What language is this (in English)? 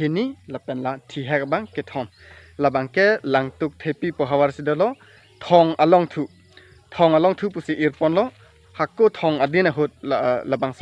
Karbi